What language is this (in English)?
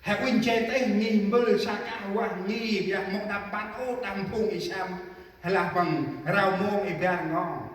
Central Mnong